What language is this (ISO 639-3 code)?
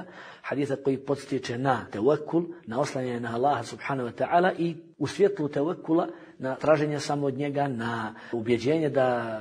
bos